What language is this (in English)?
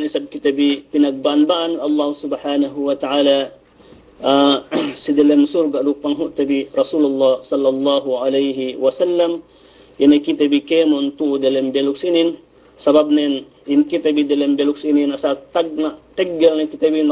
Yakan